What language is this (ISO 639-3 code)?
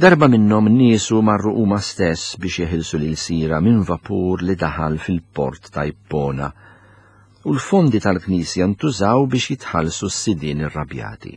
mlt